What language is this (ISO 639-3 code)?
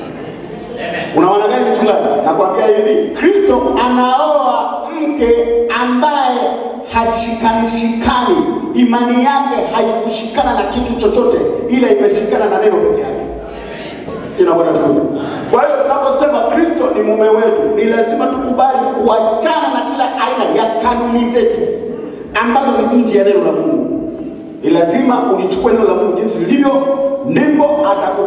swa